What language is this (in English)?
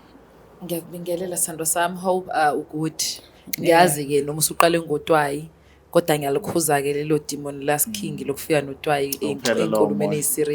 Zulu